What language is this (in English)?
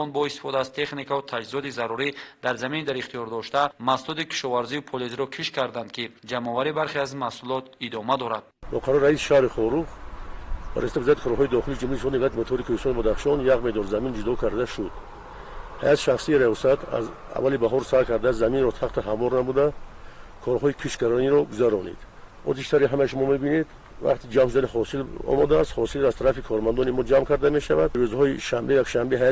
Tajik